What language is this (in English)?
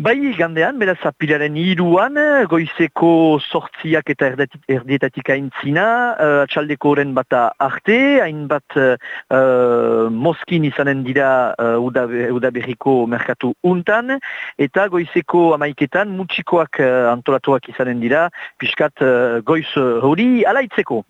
Basque